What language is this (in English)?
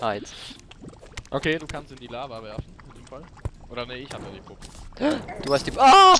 Swiss German